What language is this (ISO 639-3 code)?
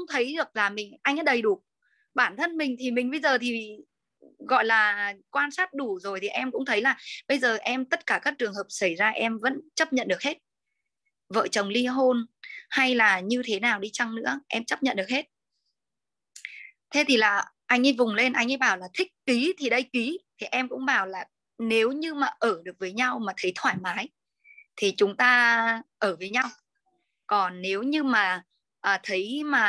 vie